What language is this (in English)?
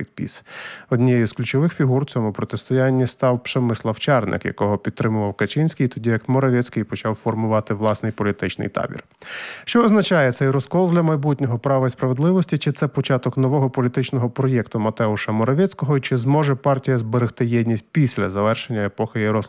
Ukrainian